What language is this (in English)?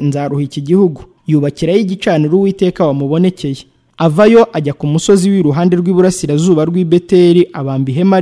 Kinyarwanda